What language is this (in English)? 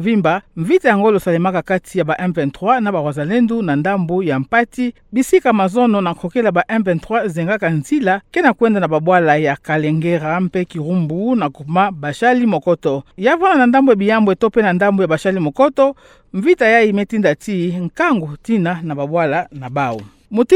Kituba (Democratic Republic of Congo)